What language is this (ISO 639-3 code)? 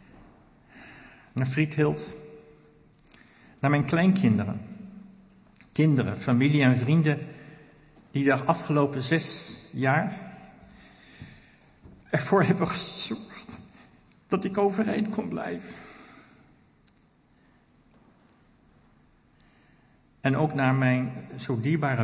nld